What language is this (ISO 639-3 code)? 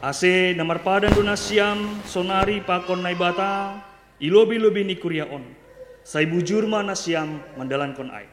bts